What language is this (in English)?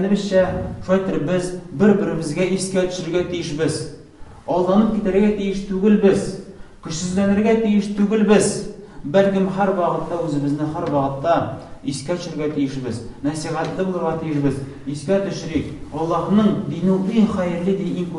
Tatar